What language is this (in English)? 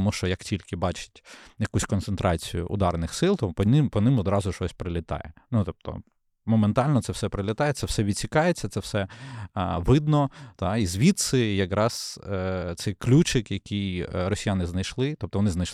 Ukrainian